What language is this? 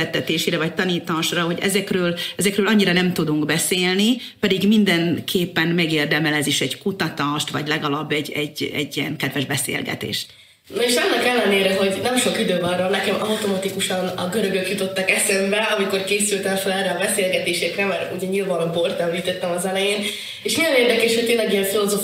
Hungarian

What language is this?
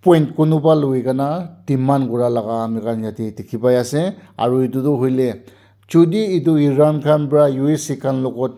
Naga Pidgin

